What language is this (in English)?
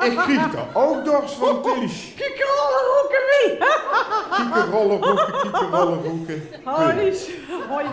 Limburgish